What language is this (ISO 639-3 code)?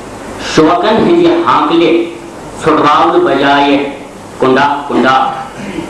kas